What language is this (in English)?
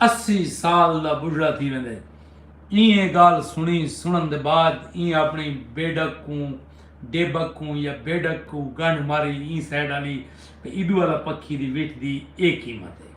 Saraiki